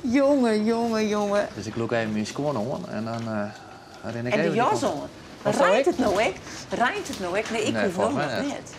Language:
Western Frisian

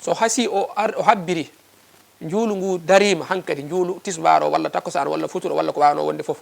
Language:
Fula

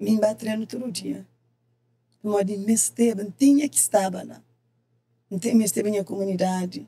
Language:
Kabuverdianu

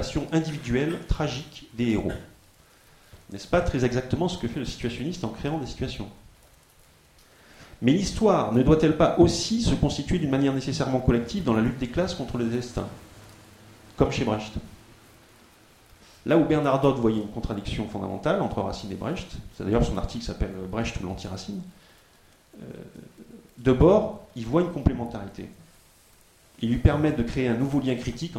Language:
French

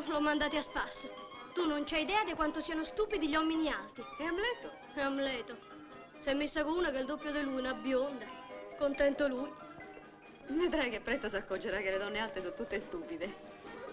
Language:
Italian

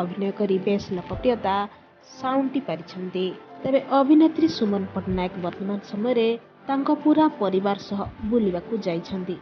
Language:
Odia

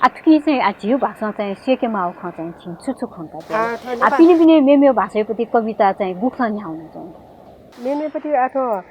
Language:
Newari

